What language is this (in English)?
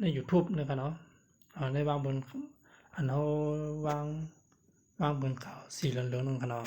Shan